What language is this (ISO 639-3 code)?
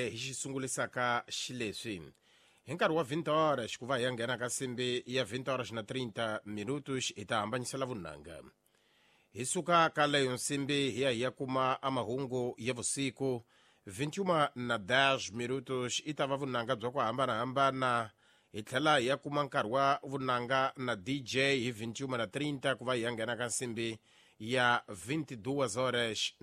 tso